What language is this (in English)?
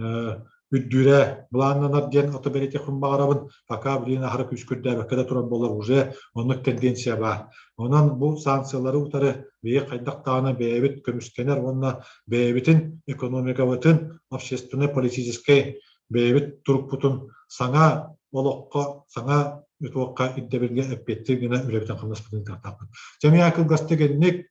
Yakut